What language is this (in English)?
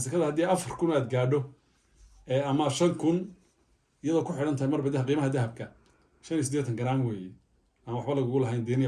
Somali